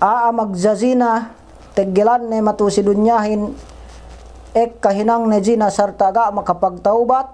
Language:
Yakan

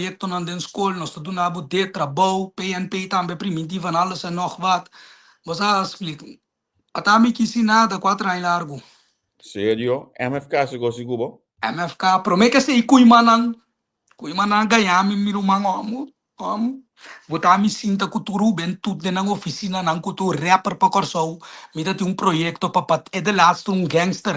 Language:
Papiamento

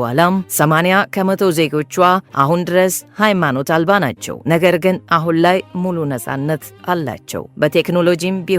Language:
Amharic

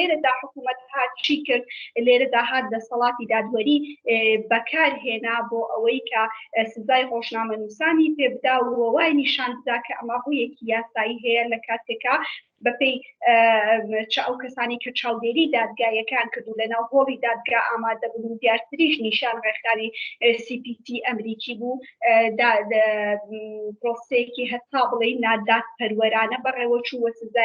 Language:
Central Kurdish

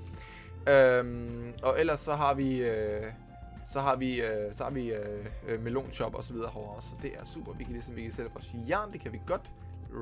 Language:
Danish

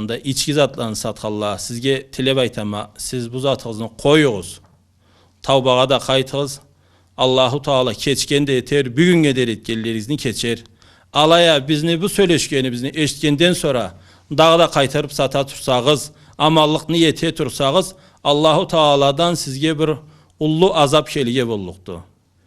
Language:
Karachay-Balkar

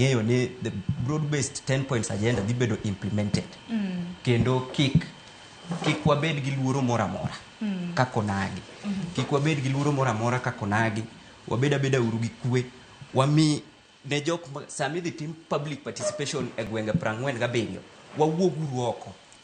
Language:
Luo (Kenya and Tanzania)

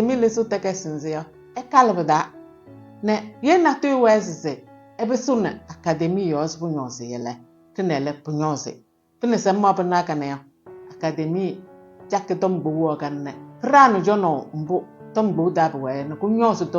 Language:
Kabiyè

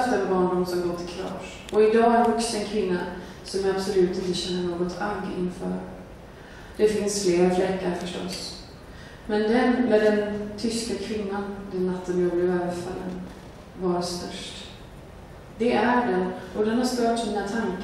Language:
Swedish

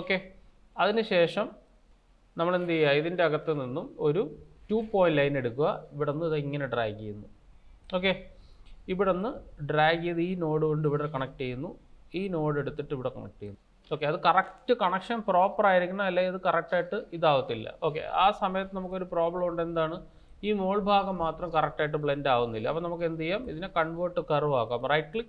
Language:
Malayalam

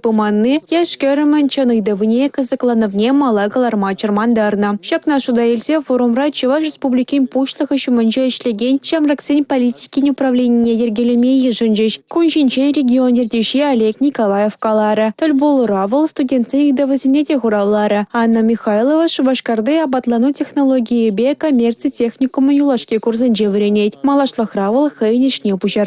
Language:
Chuvash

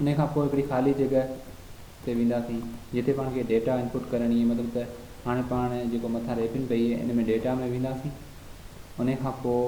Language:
Sindhi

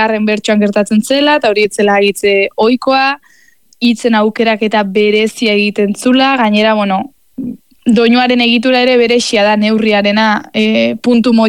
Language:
Basque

